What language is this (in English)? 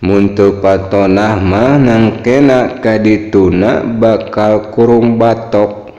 Sundanese